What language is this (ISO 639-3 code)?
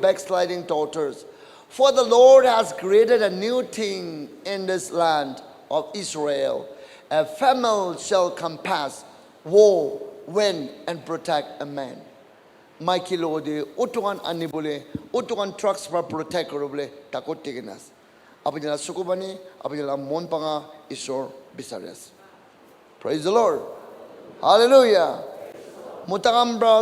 nag